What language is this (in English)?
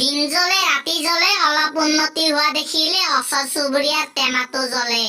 Assamese